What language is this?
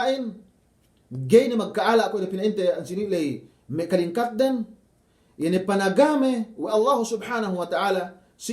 Yakan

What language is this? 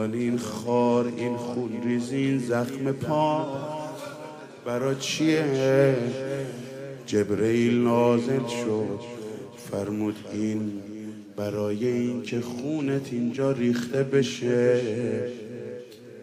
Persian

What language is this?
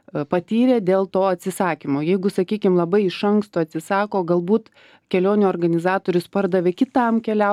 Lithuanian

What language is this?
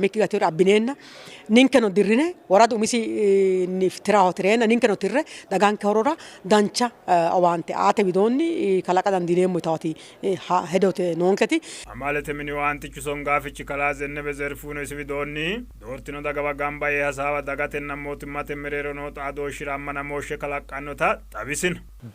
Sidamo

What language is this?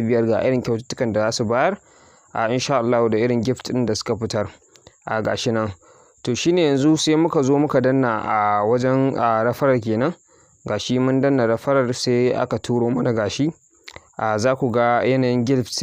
Hausa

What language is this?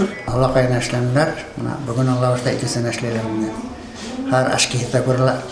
Bashkir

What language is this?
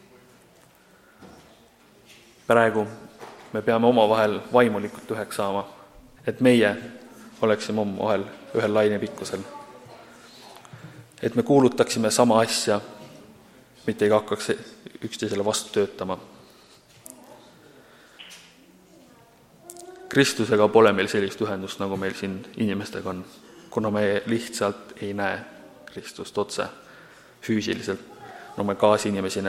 Estonian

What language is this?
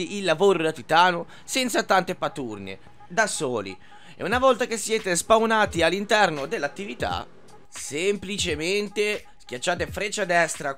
Italian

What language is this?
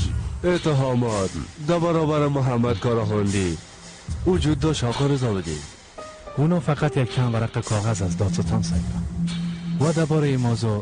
Persian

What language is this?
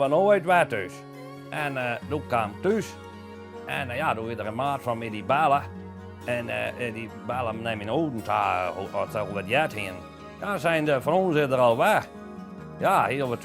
Western Frisian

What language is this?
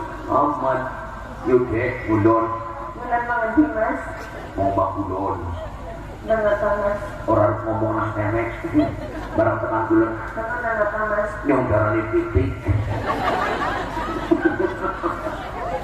Javanese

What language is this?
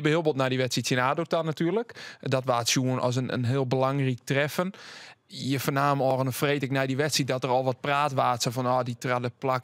Western Frisian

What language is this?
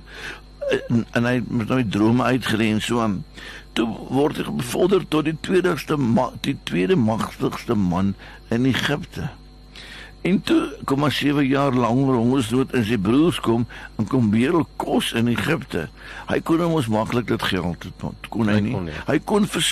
Afrikaans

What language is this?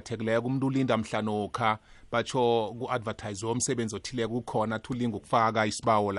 South Ndebele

